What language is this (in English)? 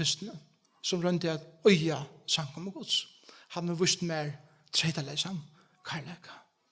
Faroese